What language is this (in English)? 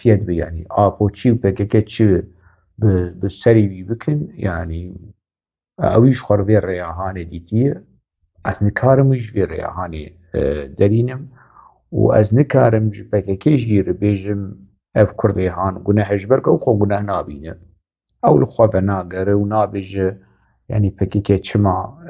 Kurdish